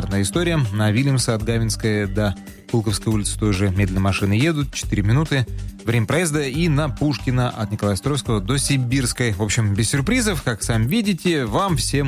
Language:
Russian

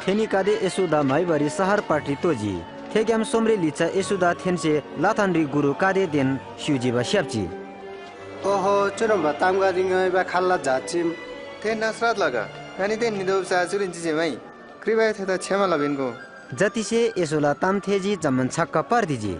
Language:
Eastern Tamang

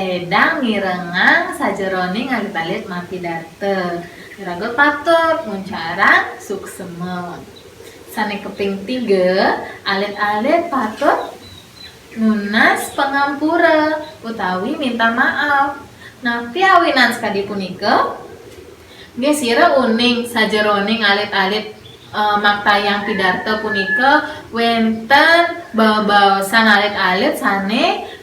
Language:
Balinese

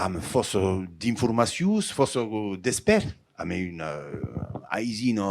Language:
Occitan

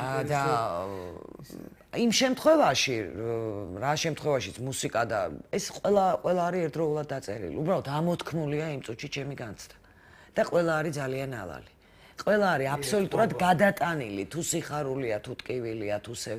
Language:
Georgian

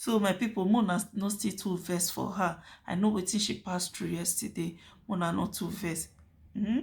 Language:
Nigerian Pidgin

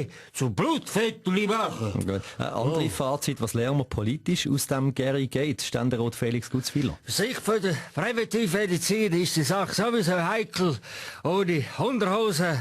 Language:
Swiss German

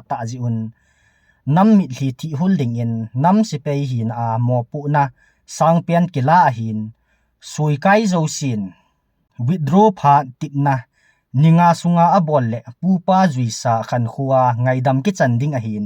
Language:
Thado Chin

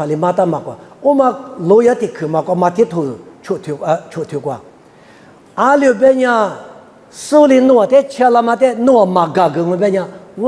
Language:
Lisu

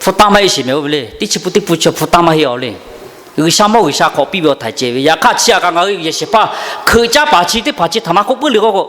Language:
Lahu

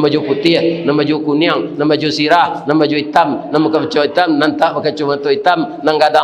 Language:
Minangkabau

